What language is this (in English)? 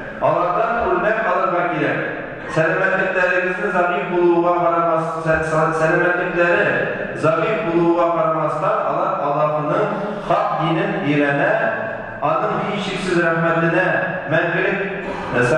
Tatar